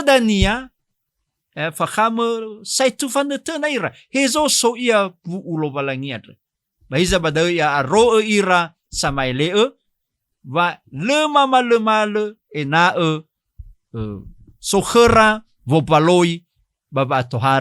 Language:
Nias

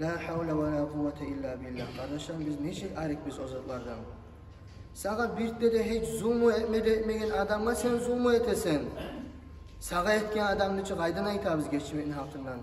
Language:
Kumyk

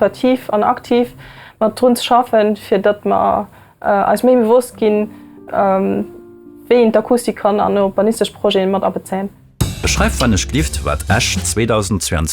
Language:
Luxembourgish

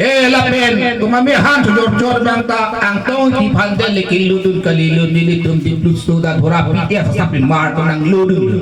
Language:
Karbi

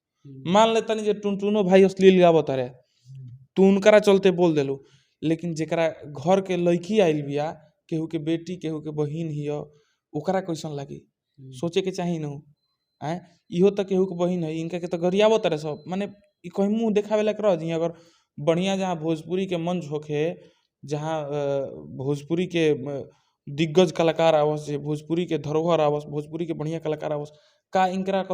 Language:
Bhojpuri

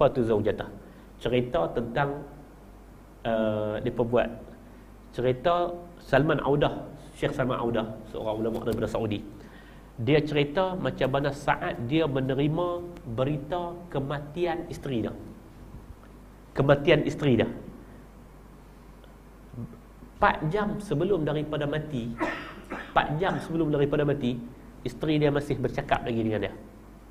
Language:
Malay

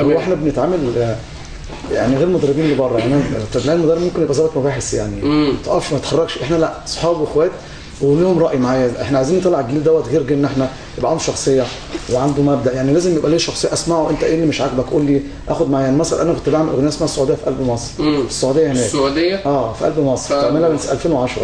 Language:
Egyptian Arabic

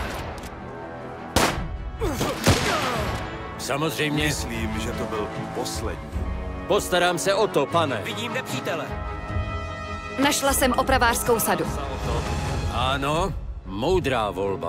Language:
Czech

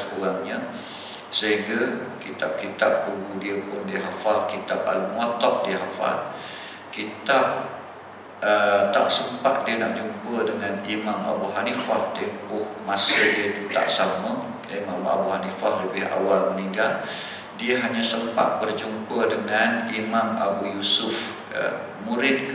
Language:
Malay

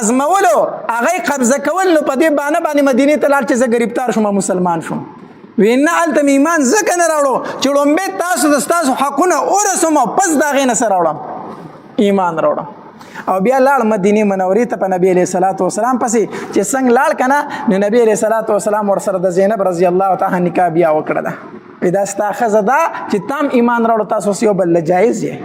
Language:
Pashto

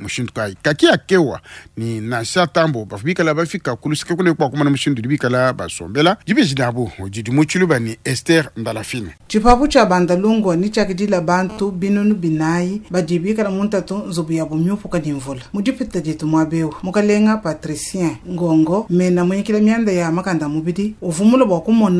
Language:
Luba-Lulua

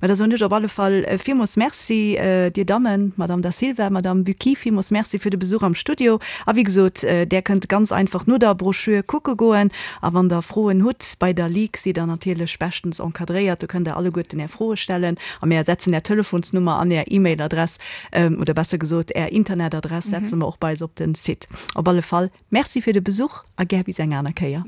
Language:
Luxembourgish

